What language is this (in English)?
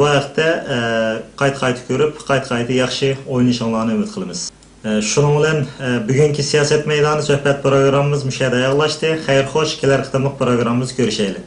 Uyghur